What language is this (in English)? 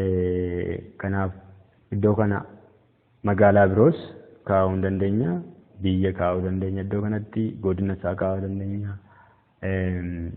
Oromo